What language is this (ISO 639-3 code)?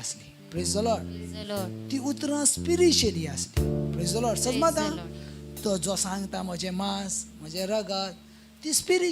kok